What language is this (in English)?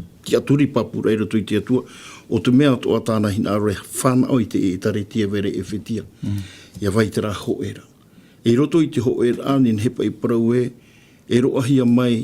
Tahitian